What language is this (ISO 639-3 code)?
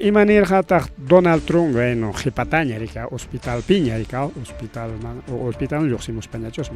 quy